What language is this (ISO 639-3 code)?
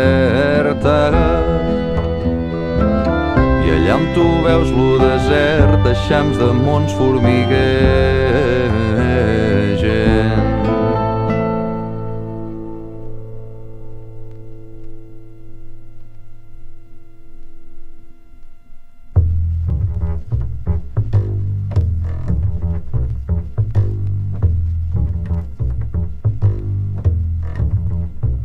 cat